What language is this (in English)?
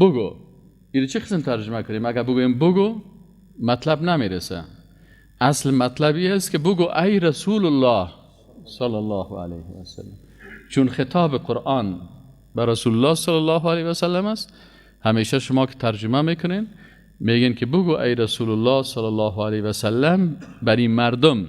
Persian